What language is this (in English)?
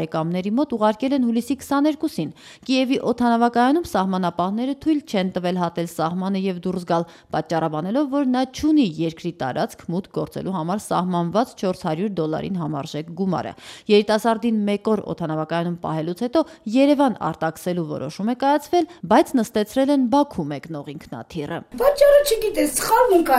Armenian